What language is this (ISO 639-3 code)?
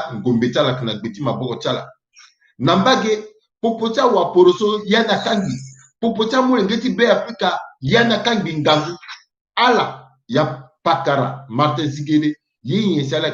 sag